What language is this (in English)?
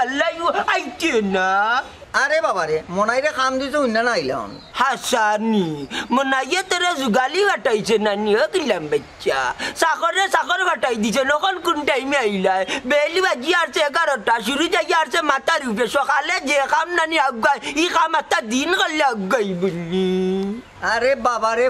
Sylheti